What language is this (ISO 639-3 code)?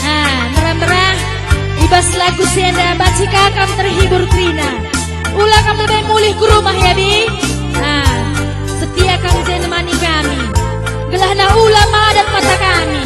btx